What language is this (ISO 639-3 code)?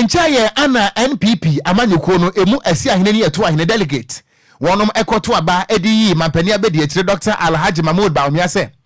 aka